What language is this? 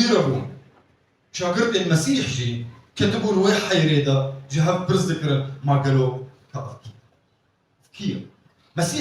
Kurdish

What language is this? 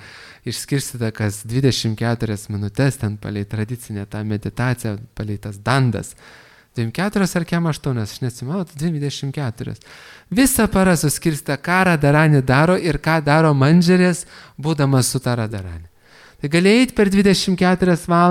Lithuanian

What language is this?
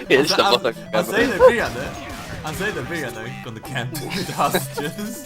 Faroese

